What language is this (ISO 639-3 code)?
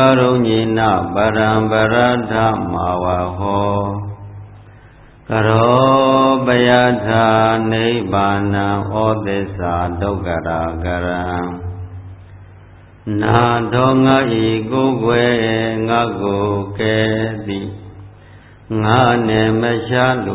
mya